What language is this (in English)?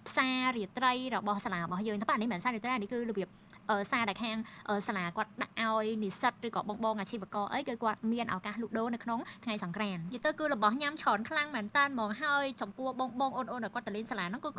Khmer